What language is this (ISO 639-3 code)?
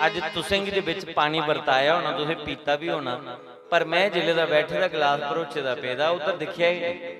doi